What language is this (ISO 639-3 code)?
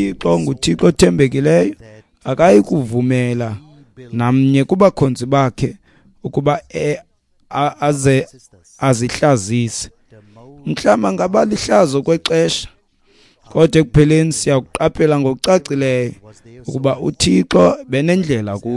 xho